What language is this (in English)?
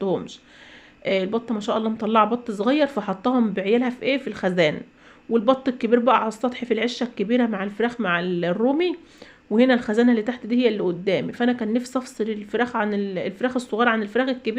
Egyptian Arabic